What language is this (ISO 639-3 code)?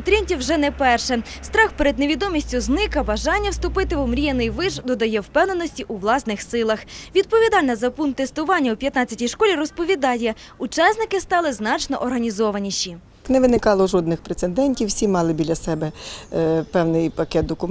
ukr